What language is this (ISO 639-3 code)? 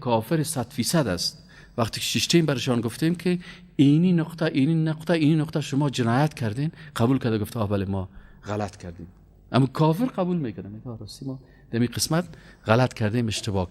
fas